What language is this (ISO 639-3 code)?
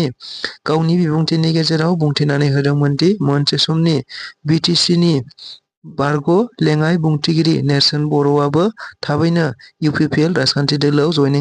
brx